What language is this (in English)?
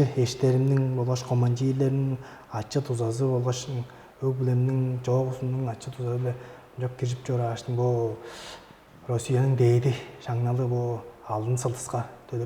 Tuvinian